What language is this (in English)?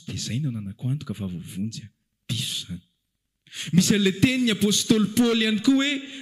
Malagasy